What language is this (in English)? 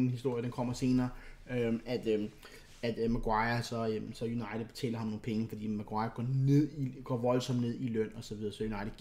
Danish